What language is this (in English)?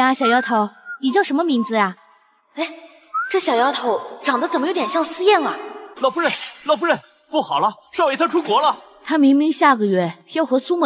Chinese